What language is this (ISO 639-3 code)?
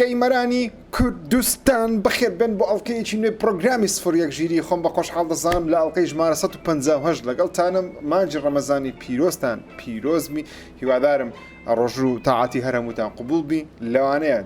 ckb